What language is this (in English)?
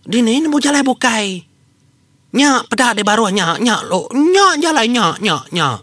Iban